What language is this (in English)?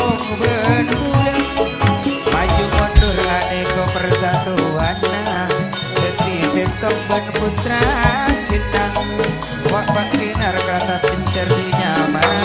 Madurese